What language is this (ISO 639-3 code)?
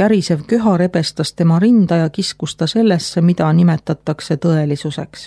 est